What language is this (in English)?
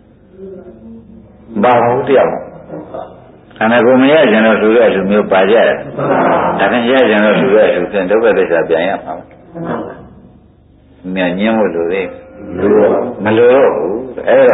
Burmese